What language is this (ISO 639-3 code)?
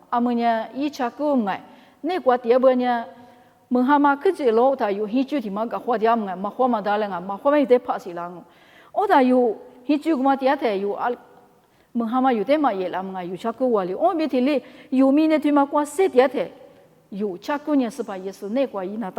lis